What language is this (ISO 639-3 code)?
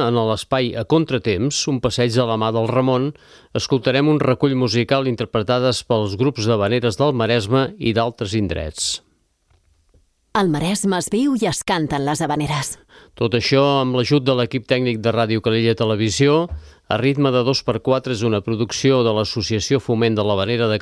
cat